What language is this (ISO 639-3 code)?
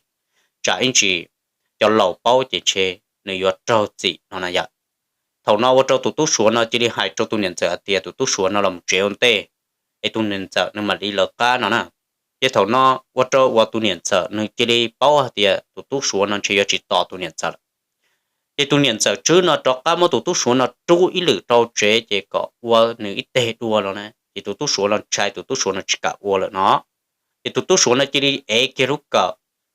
hmn